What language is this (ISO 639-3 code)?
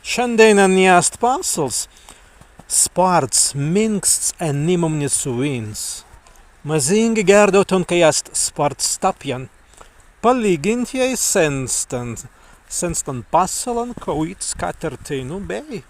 prg